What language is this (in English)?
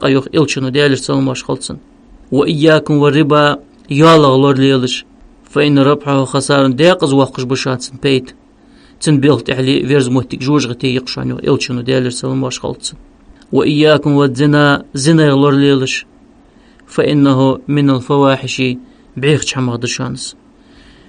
Ingush